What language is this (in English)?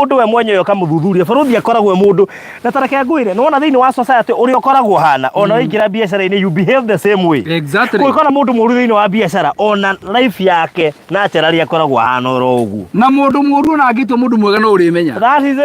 Kikuyu